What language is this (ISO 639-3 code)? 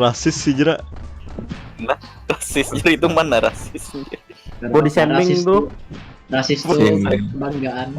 bjn